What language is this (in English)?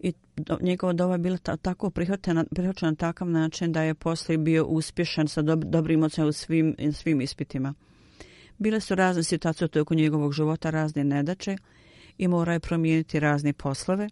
Bosnian